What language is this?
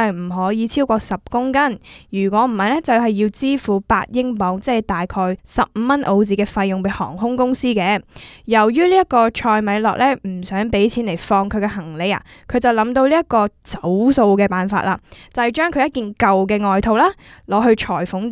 Cantonese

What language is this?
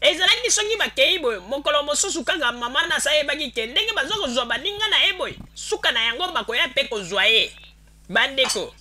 Lingala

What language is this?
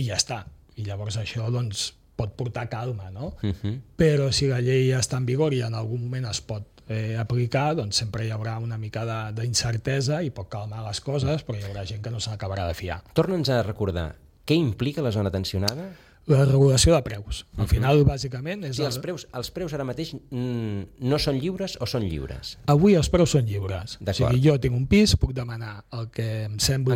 Catalan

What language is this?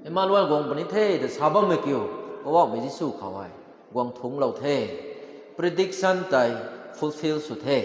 Rongmei Naga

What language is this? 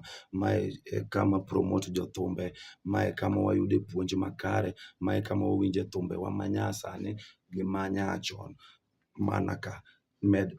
Luo (Kenya and Tanzania)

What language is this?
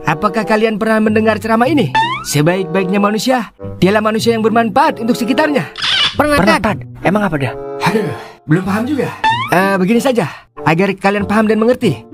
Betawi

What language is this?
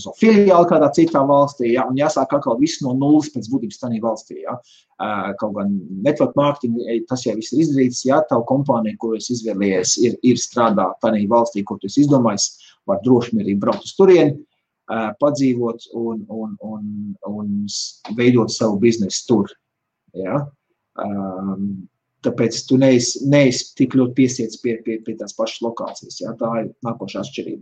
Latvian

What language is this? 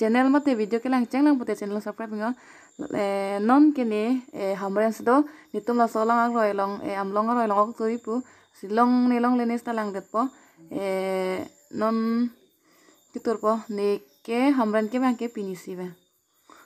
Karbi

